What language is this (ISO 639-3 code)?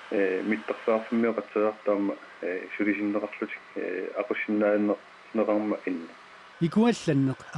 kal